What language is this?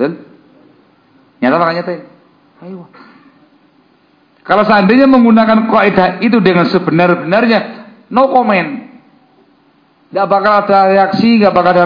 Indonesian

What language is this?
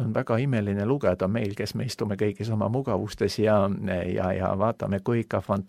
Estonian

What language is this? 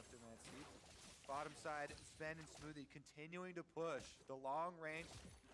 Russian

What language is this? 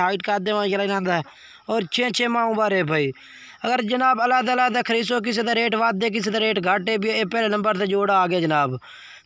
Saraiki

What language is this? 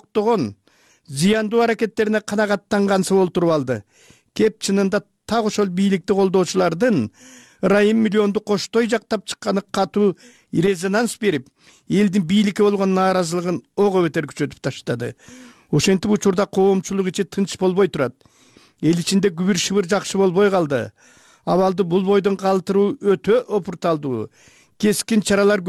Kyrgyz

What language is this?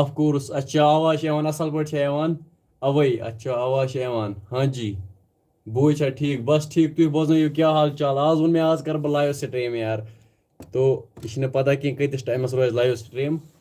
Kashmiri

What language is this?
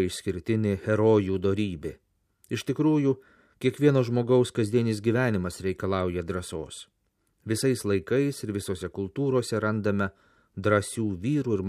Lithuanian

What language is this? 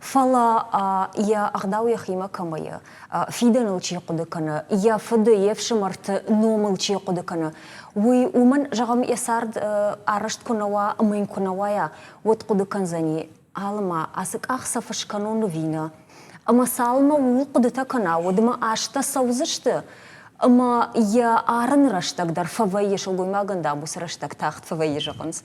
Ossetic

